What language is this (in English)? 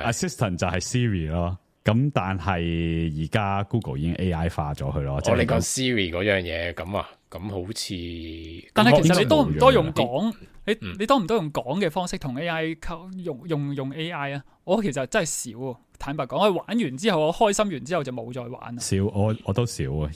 Cantonese